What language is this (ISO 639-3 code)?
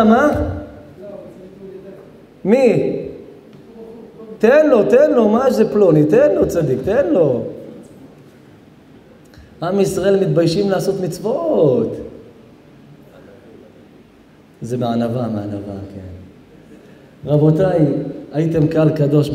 heb